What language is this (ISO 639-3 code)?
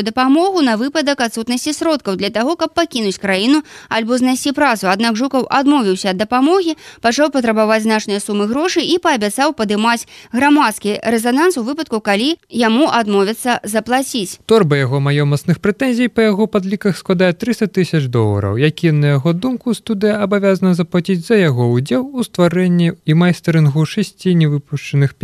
bel